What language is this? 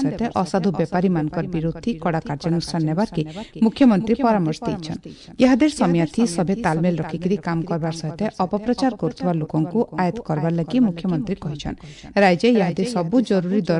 Odia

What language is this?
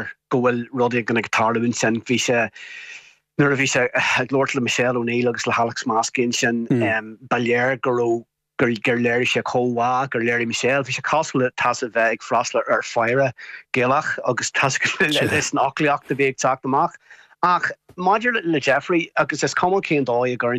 Irish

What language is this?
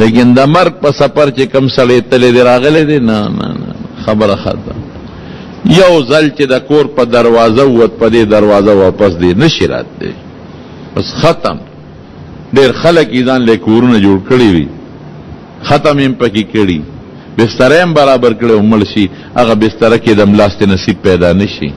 Pashto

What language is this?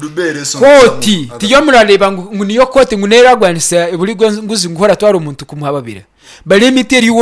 Nyankole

